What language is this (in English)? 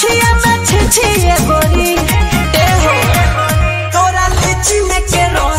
Bhojpuri